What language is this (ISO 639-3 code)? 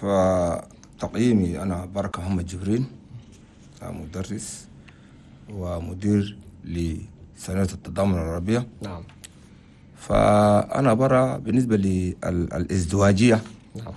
shu